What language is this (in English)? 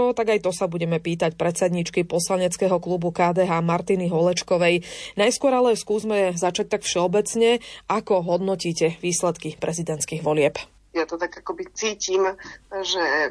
Slovak